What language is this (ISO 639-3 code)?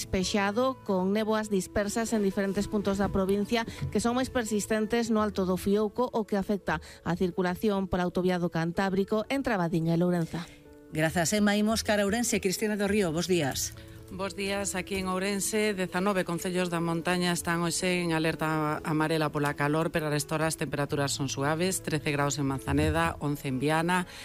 glg